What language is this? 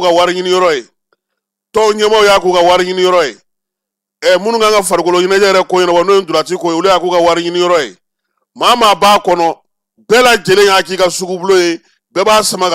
Bambara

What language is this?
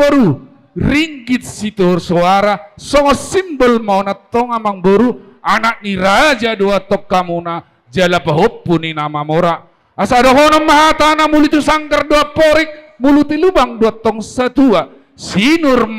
Batak Toba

